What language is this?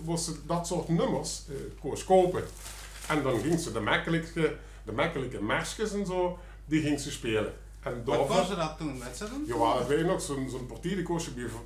Limburgish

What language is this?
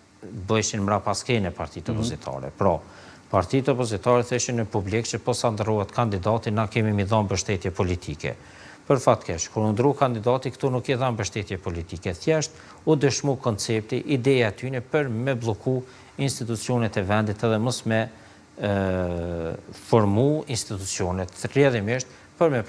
Albanian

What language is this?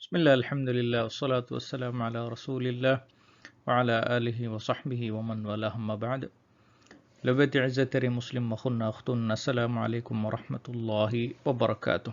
Divehi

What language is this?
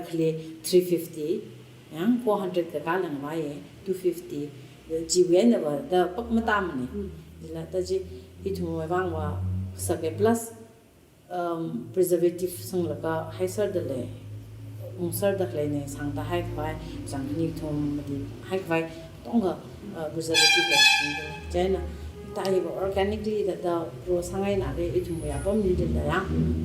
Tangkhul Naga (India)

